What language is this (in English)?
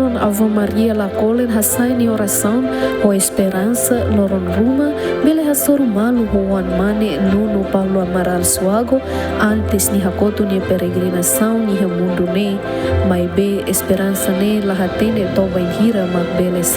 Tetum